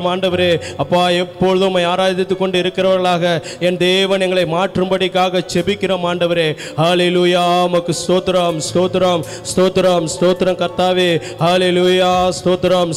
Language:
Tamil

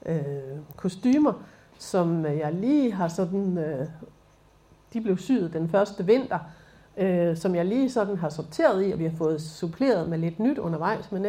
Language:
Danish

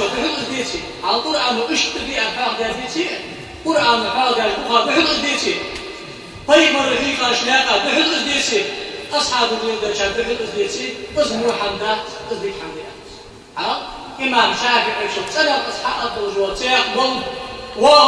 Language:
Ingush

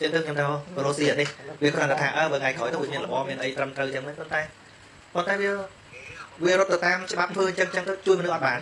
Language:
Khmer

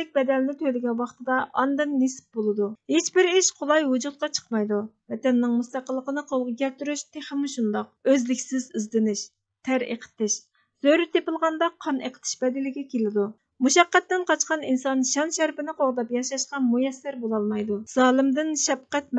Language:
Uyghur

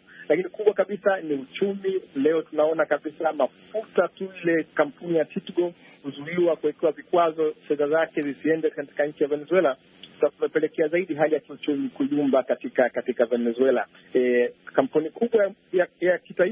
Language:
Swahili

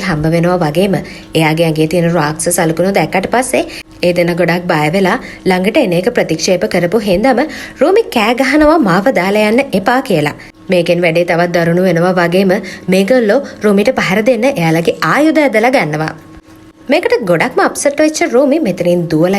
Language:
Sinhala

